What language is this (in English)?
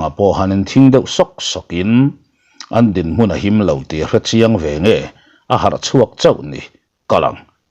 Mizo